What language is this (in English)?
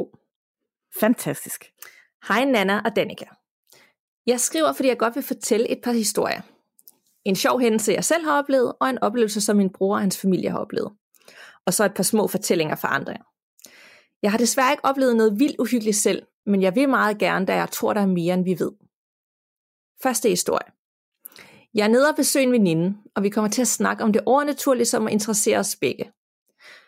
Danish